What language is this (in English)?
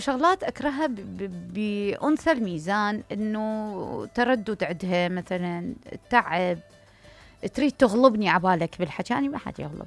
Mesopotamian Arabic